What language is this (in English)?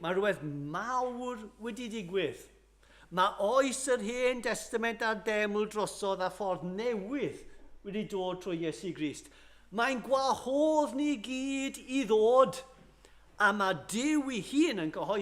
Welsh